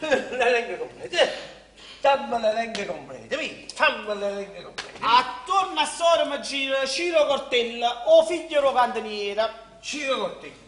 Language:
Neapolitan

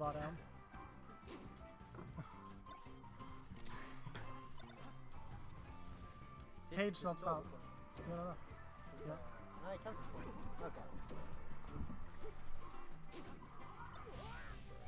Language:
Norwegian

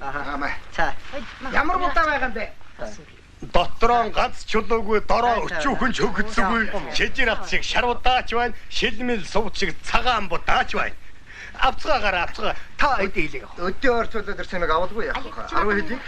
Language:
Mongolian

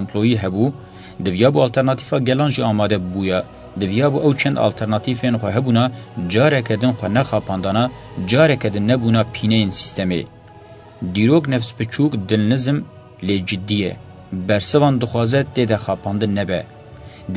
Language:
Kurdish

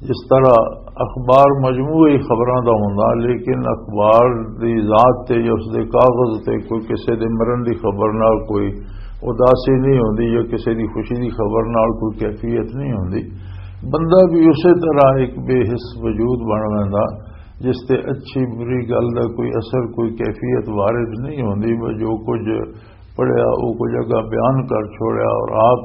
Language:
Western Panjabi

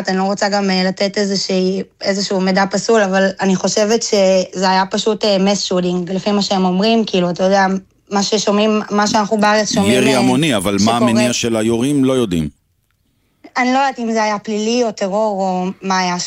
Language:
Hebrew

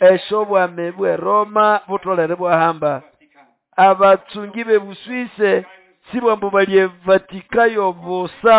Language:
Nande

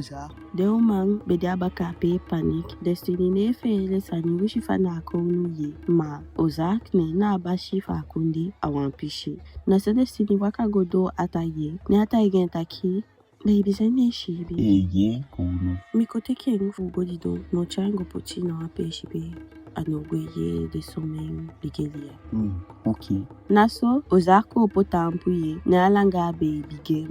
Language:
Eastern Maroon Creole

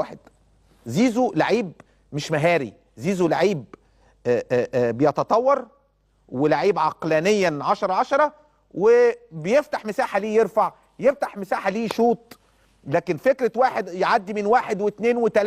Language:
Egyptian Arabic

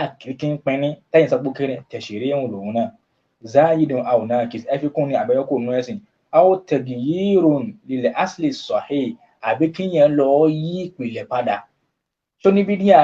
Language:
Yoruba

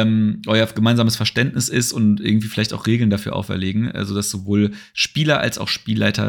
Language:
German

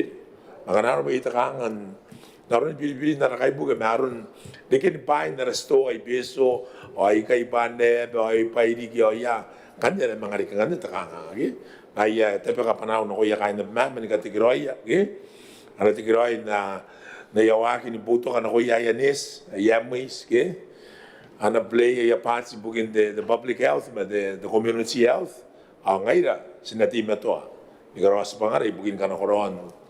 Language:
Gilbertese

